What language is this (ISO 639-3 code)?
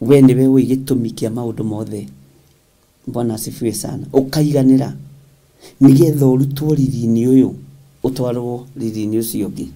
kik